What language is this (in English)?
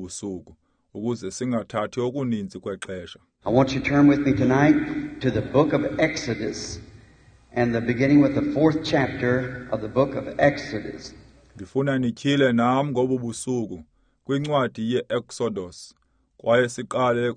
Xhosa